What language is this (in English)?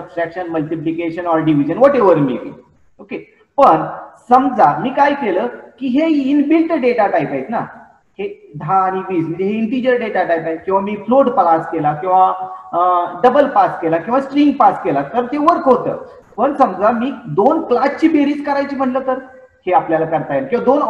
Marathi